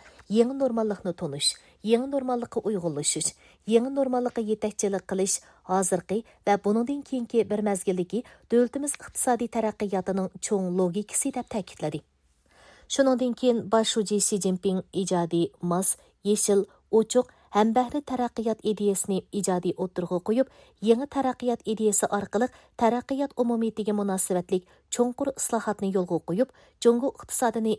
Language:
Uyghur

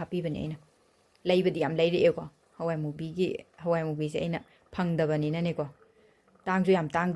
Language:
Manipuri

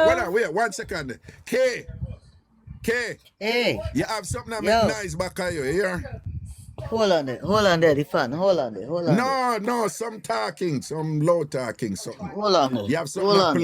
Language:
Jamaican Creole English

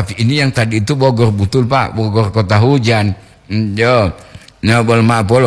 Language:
Gorontalo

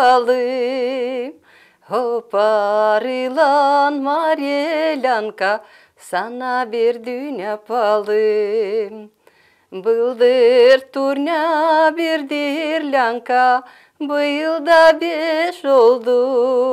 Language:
Gagauz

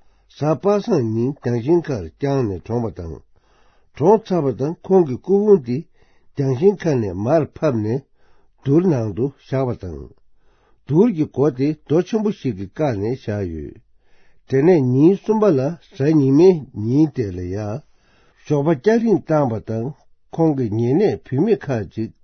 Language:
Tibetan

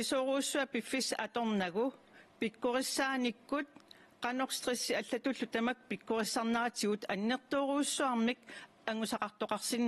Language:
Kalaallisut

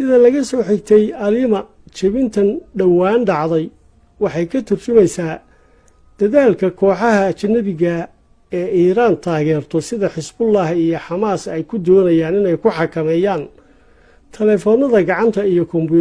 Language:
Somali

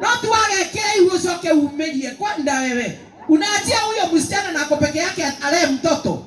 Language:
Kikuyu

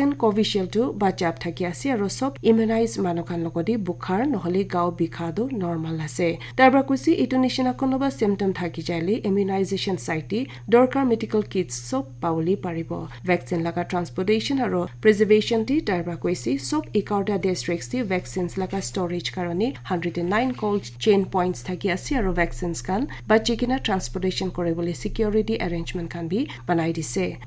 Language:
Naga Pidgin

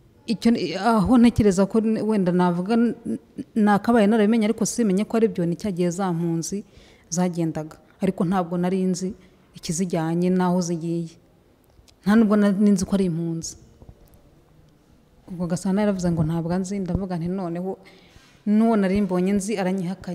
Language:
Kinyarwanda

